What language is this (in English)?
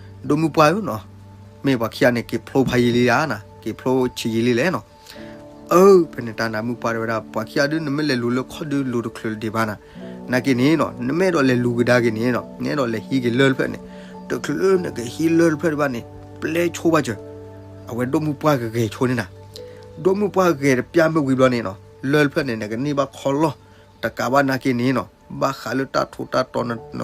S'gaw Karen